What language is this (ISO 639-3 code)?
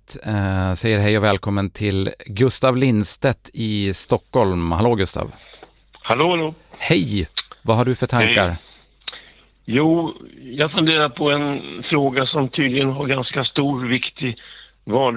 swe